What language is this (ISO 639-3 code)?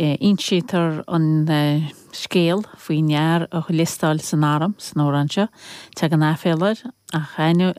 gle